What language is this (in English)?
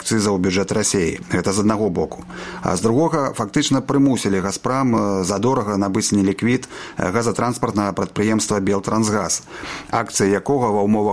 Belarusian